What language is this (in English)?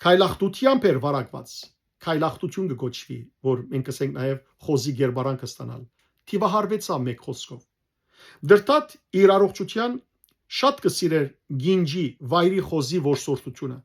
Western Armenian